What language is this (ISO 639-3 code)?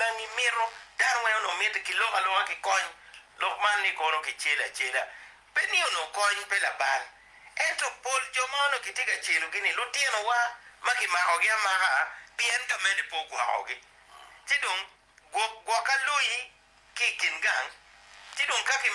ach